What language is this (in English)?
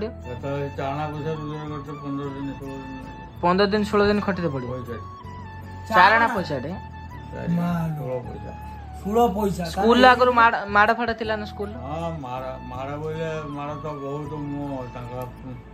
Odia